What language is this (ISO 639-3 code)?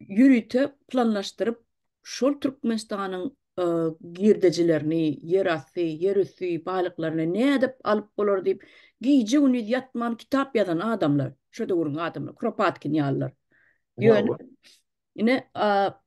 tuk